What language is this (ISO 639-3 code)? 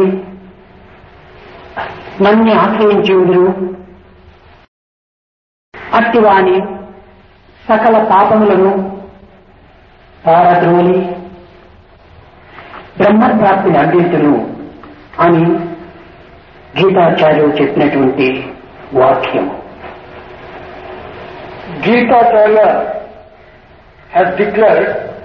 tel